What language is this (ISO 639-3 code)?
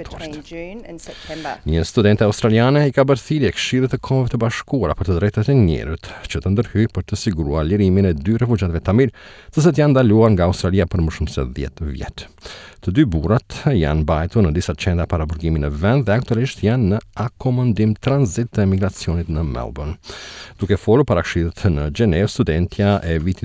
sqi